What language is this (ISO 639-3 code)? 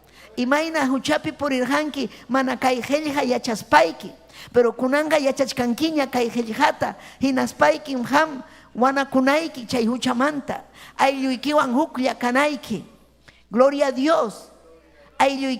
quy